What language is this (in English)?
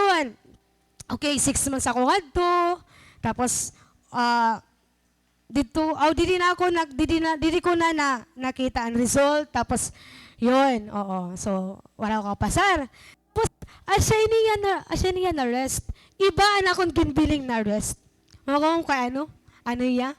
Waray